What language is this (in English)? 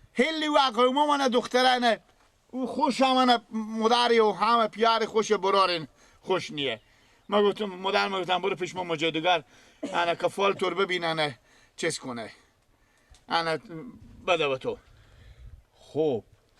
Persian